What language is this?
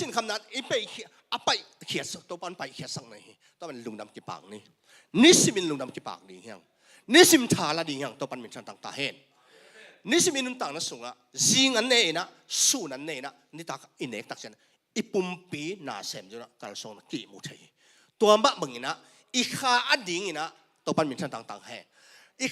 Tedim Chin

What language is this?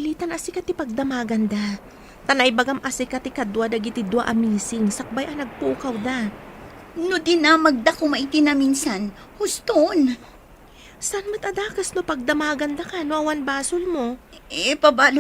Iloko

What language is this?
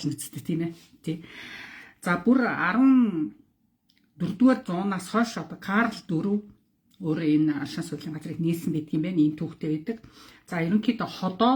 Mongolian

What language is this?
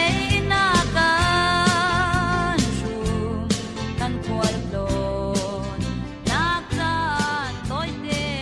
Falam Chin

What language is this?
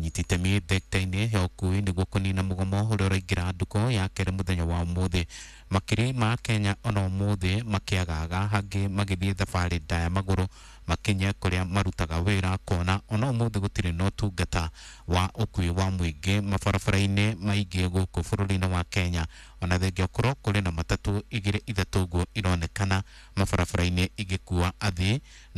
Kikuyu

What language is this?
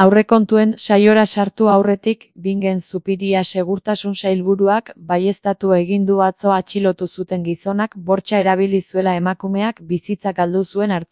Basque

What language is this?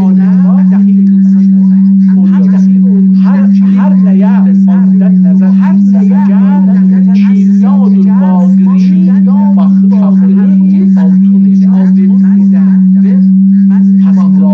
South Azerbaijani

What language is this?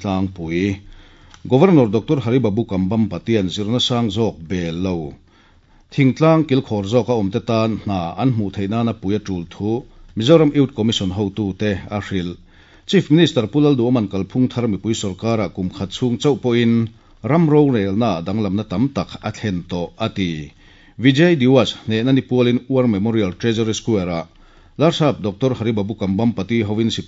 Mizo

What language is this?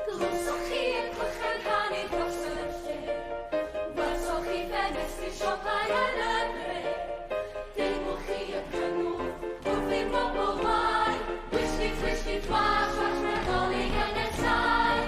Welsh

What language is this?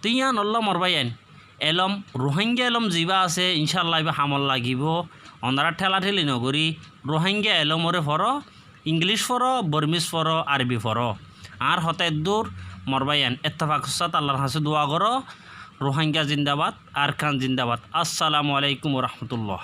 Rohingya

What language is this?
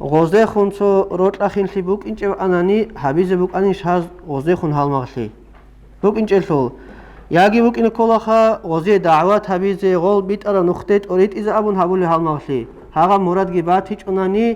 Avaric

